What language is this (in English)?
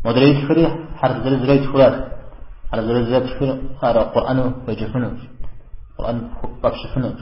Kabardian